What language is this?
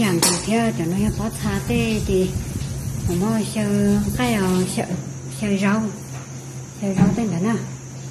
Hmong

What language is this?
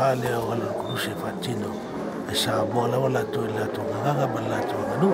Samoan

